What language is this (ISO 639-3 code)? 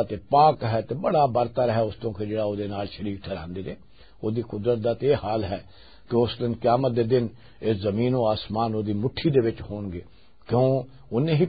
lah